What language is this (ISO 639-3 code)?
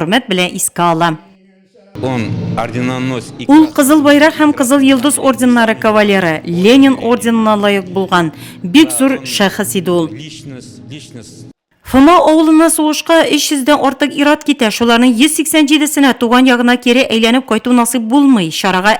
tat